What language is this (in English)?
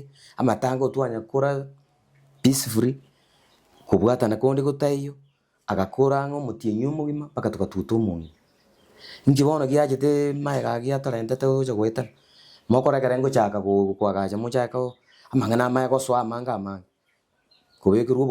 Gusii